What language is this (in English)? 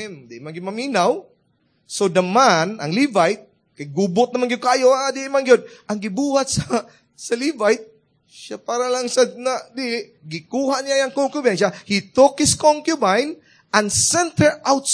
Cebuano